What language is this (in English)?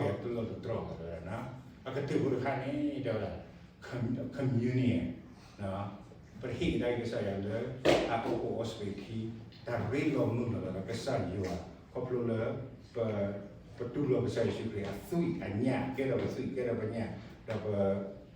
S'gaw Karen